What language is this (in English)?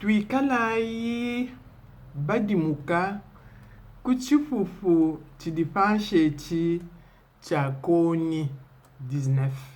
Luba-Lulua